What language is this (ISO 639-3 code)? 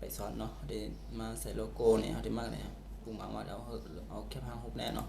shn